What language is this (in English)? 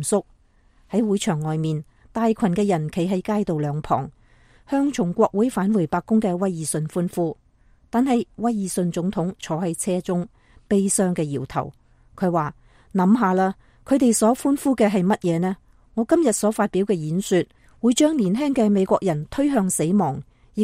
Cantonese